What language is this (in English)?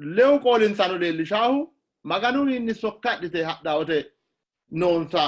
Sidamo